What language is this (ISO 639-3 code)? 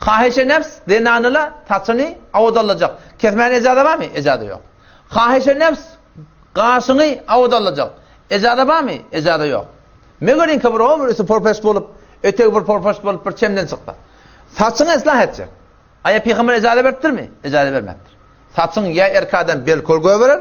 tuk